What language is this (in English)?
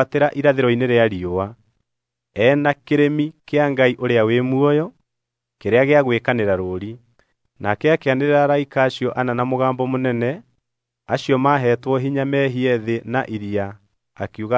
Kikuyu